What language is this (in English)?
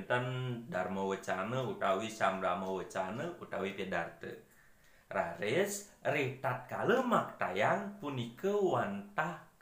Balinese